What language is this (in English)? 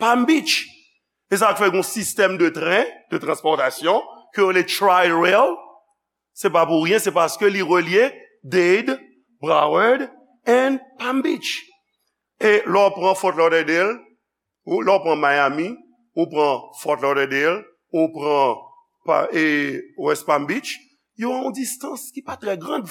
Haitian Creole